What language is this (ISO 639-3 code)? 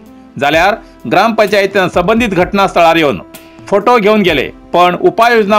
kok